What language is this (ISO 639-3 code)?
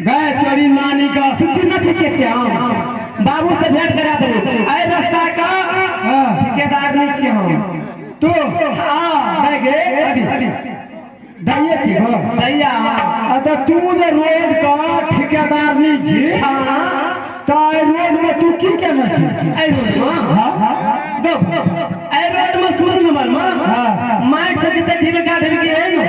mai